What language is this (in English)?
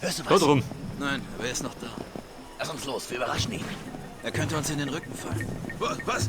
Bavarian